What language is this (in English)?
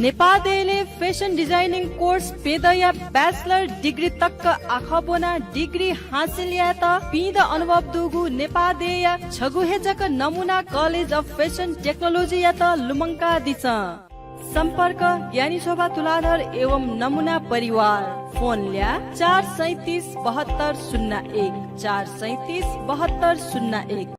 Newari